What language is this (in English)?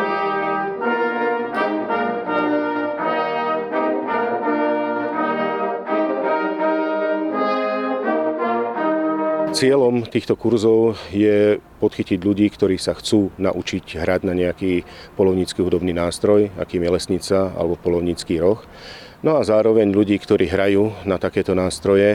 Slovak